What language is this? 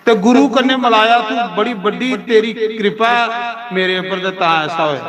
Dogri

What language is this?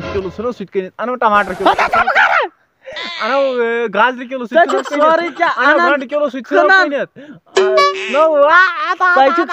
Kashmiri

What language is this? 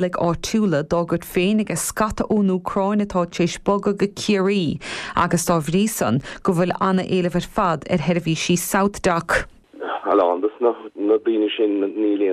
Irish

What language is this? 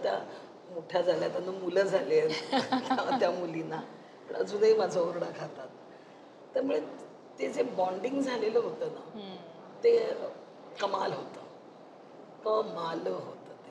Marathi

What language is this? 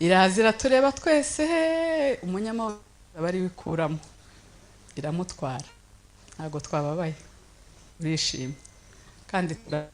Kinyarwanda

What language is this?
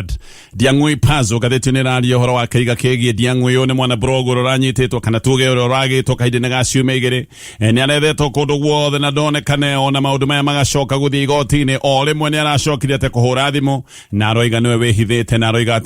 Kikuyu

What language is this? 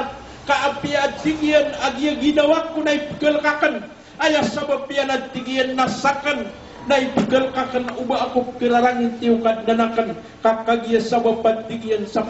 Maranao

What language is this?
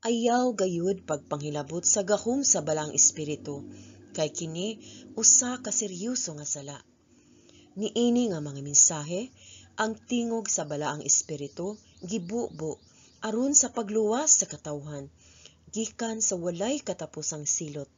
Cebuano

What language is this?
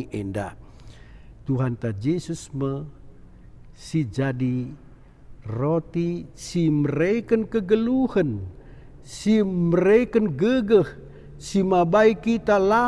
Batak Karo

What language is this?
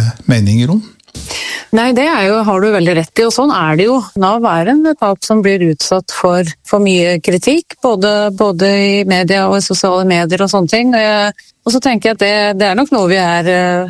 Norwegian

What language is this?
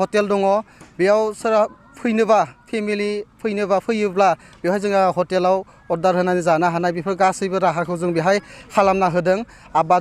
Bodo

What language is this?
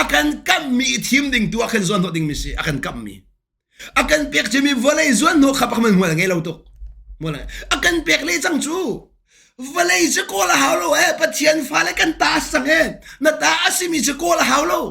Hakha Chin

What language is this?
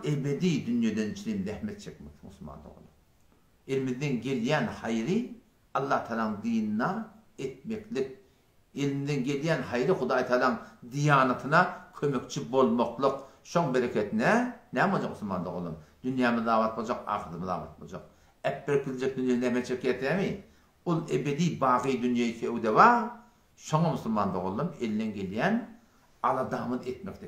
Turkmen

